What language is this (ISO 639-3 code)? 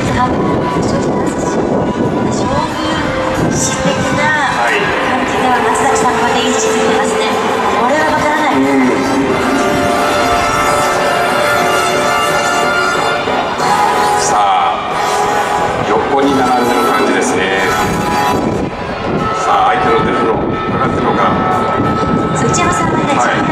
jpn